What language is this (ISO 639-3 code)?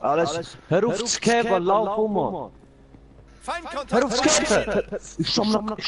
gsw